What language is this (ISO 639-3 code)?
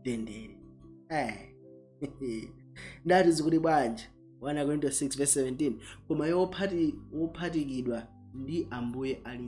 nya